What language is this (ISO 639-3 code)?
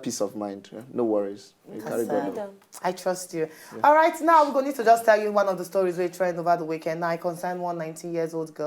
pcm